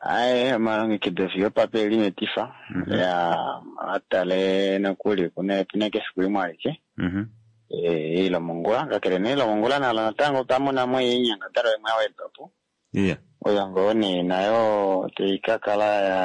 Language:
Kuanyama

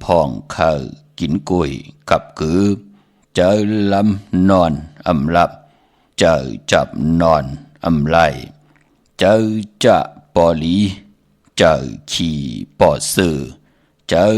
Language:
Shan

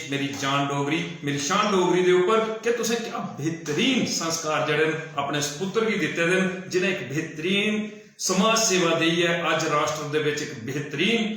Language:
Dogri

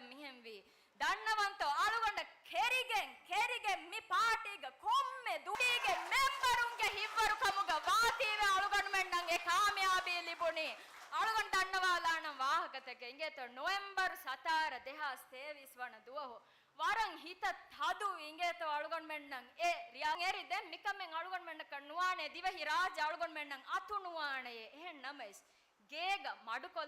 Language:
Divehi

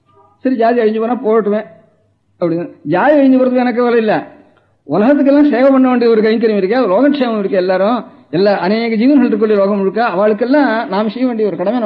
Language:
Tamil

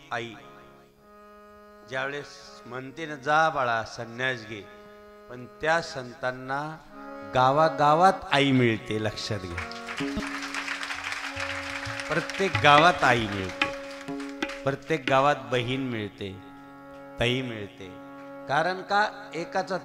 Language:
Marathi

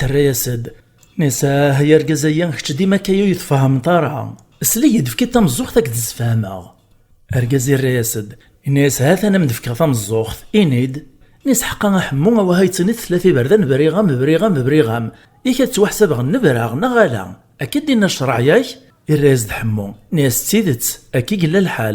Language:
Kabyle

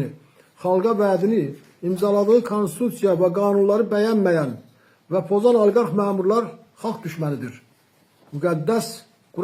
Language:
Azerbaijani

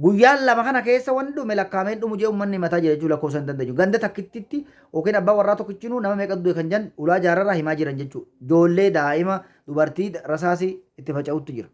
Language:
Oromo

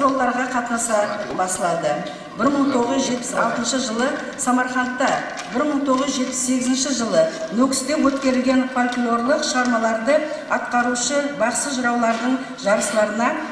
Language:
Kara-Kalpak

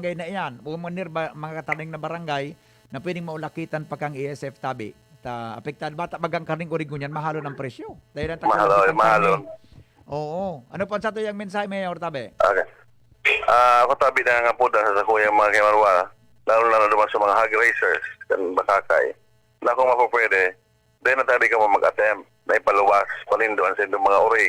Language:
Bikol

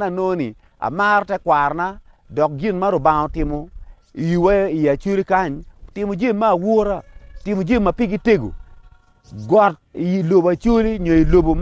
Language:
Acoli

